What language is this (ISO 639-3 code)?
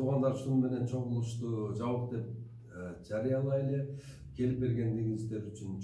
kir